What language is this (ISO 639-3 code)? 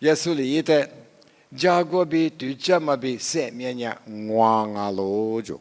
lis